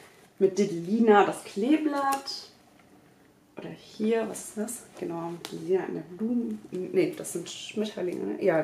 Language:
German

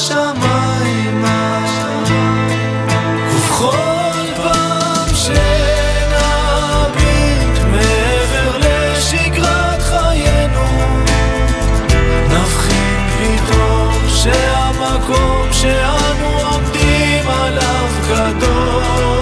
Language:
Hebrew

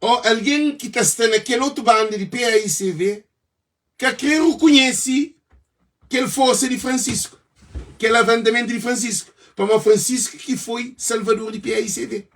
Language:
Kabuverdianu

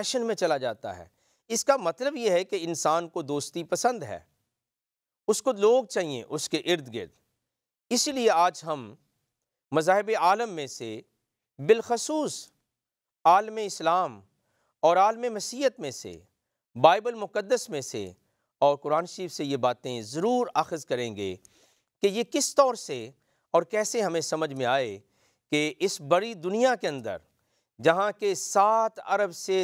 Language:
Urdu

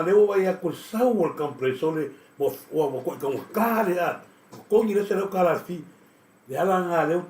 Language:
Samoan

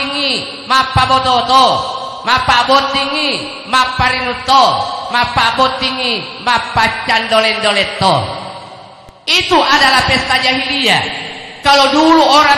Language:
Buginese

